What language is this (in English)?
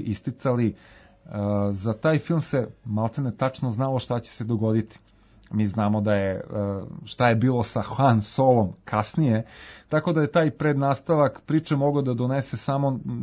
Serbian